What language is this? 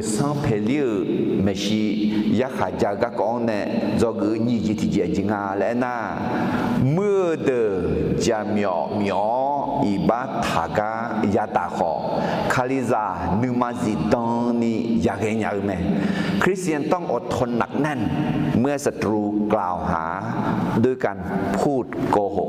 Akha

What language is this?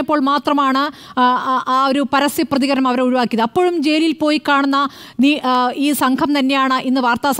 Malayalam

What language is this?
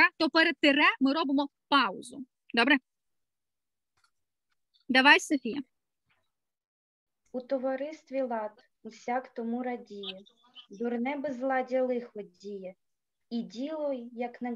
Ukrainian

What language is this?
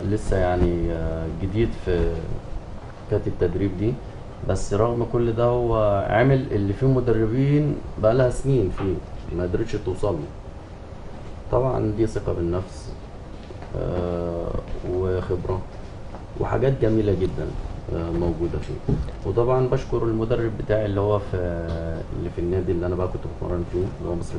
Egyptian Arabic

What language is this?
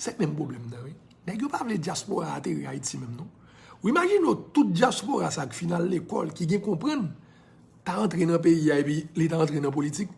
Haitian Creole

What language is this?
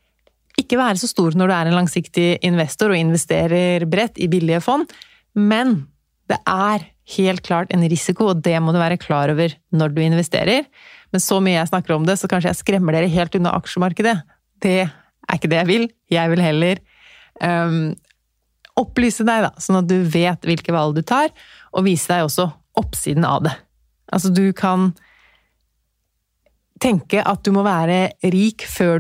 Norwegian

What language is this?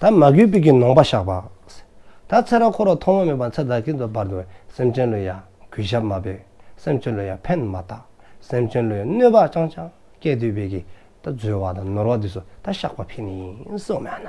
Dzongkha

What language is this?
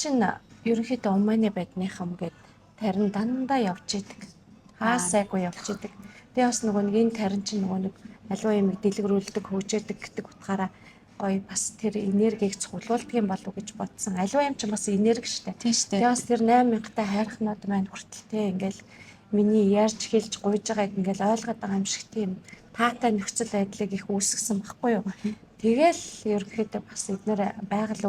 Mongolian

